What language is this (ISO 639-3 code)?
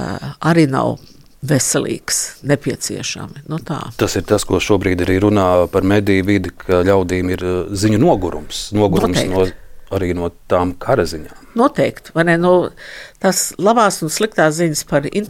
lav